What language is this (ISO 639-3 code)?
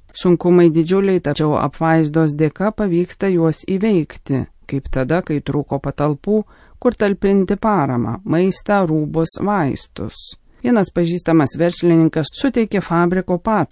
lit